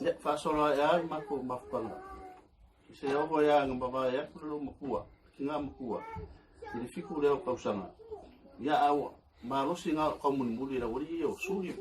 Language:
Samoan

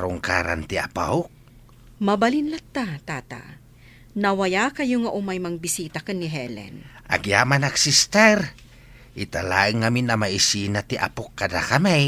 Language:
Iloko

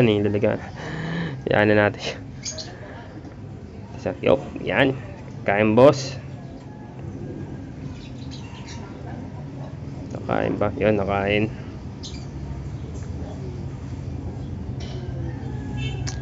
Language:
Filipino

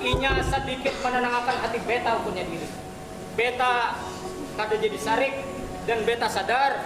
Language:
Banjar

